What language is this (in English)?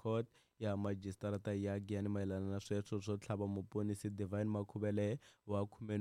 Tsonga